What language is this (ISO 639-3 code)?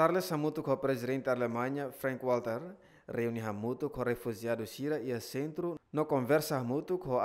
tet